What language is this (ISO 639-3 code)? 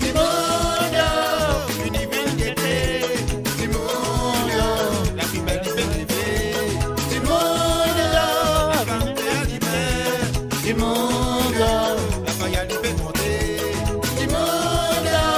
mfe